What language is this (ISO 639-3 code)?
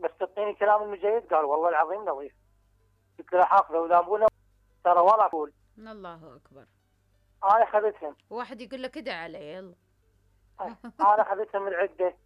acm